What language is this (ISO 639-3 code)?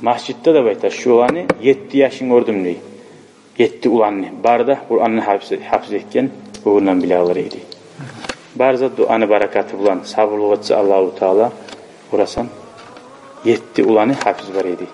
kum